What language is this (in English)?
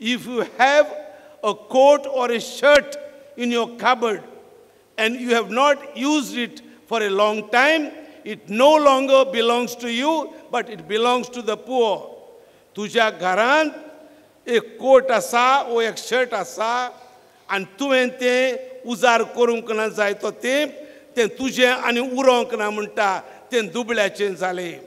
Konkani